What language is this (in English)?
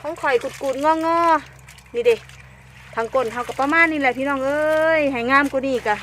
Northeastern Thai